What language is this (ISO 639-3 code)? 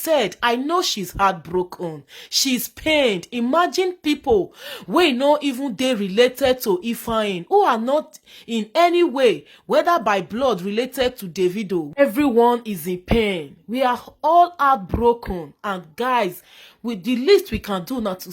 pcm